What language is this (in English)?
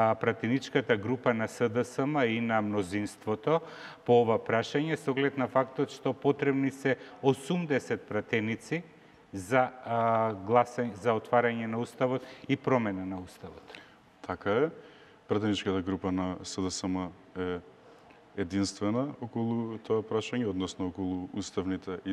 Macedonian